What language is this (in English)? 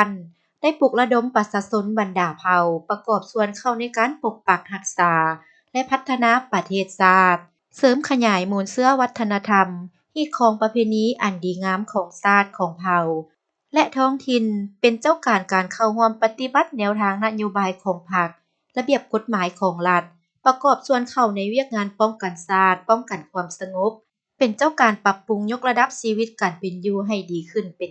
Lao